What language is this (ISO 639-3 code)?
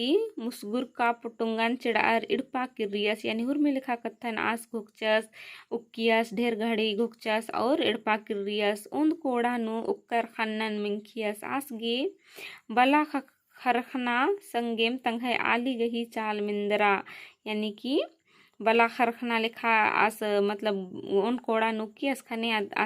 kru